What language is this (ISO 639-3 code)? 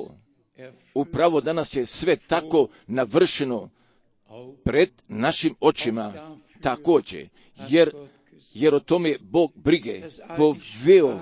hrv